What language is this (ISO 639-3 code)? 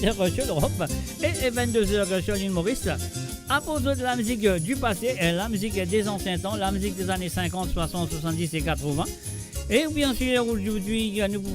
mfe